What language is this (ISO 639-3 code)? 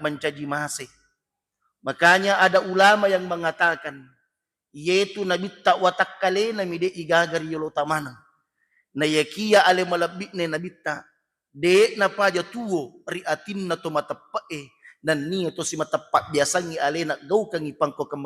bug